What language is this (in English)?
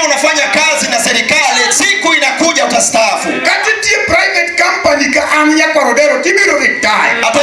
Luo (Kenya and Tanzania)